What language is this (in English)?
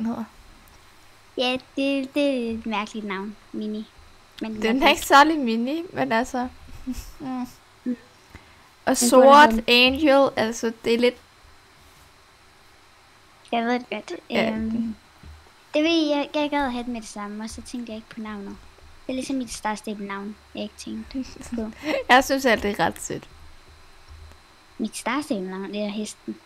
Danish